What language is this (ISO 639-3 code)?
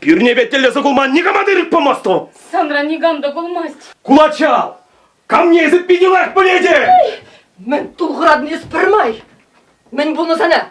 chv